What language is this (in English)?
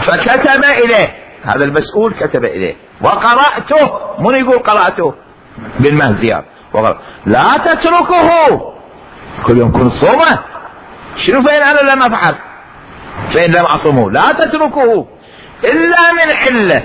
Mesopotamian Arabic